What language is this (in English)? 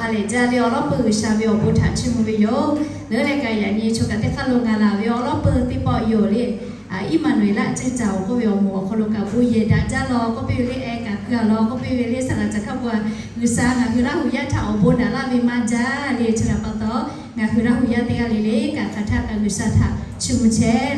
Lahu